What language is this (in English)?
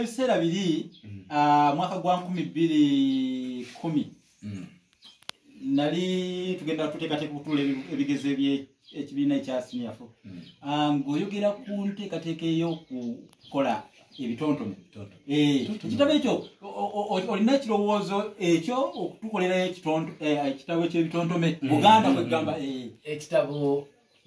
Ganda